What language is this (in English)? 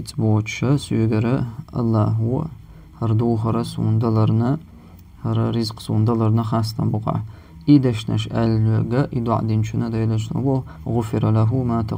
Chechen